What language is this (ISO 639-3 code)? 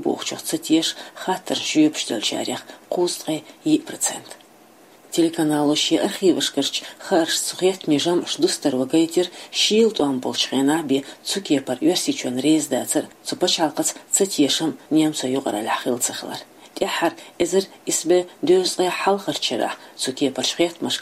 che